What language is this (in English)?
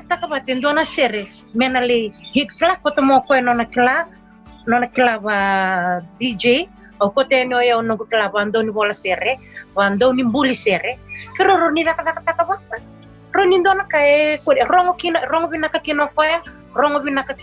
Fijian